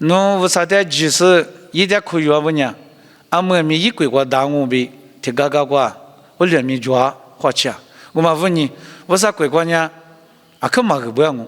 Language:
Lisu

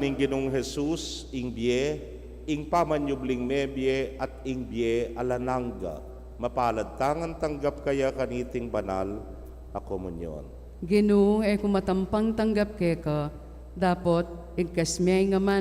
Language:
Pampanga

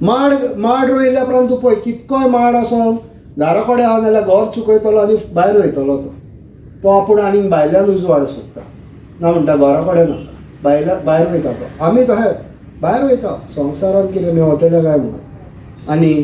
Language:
Konkani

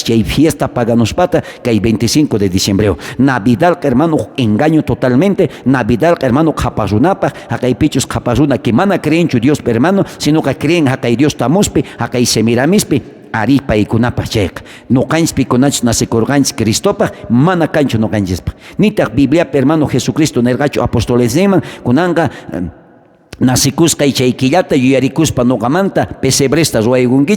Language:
South Bolivian Quechua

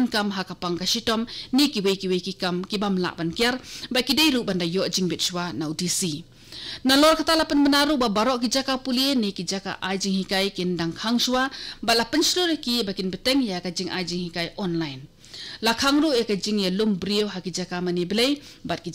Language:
Khasi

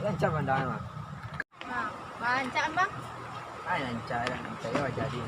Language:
Minangkabau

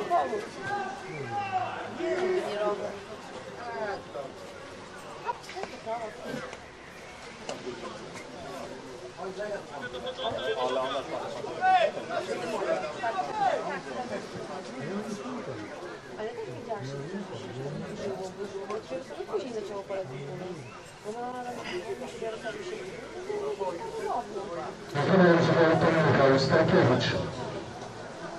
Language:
Polish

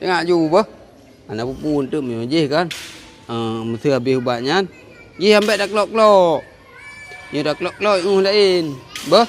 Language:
Achinese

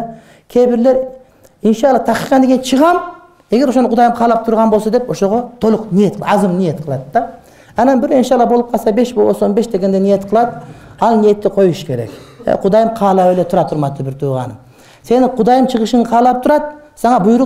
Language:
Kyrgyz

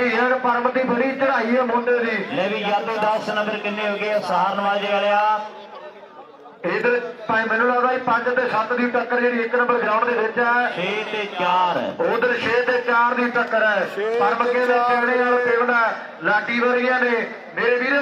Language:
Punjabi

